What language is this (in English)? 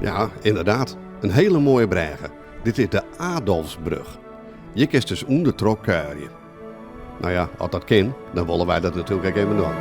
Western Frisian